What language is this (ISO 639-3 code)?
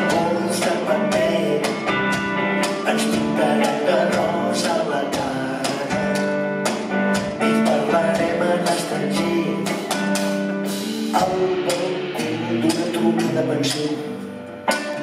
cat